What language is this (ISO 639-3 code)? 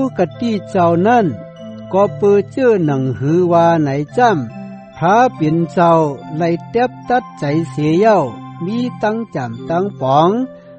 shn